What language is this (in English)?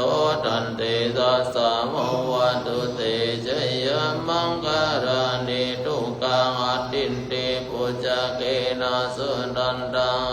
Pali